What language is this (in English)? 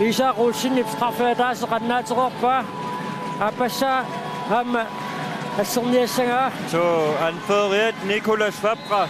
Kalaallisut